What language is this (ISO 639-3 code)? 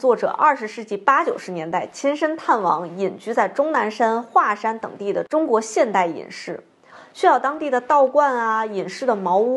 zho